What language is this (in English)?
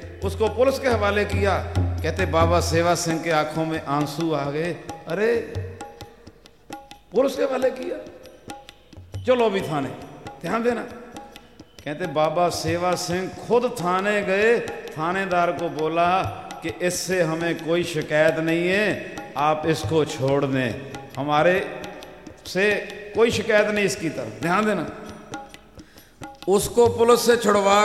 Hindi